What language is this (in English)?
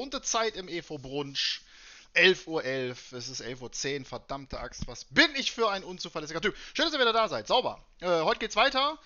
German